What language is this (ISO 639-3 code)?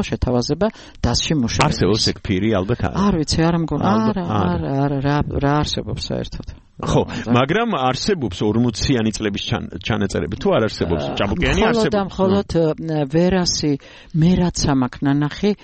kat